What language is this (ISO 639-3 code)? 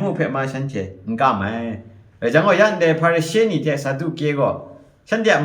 kac